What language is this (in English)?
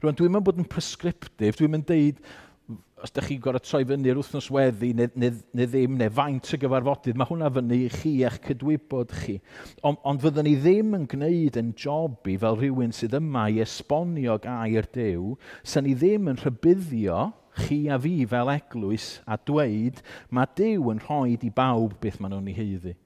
Welsh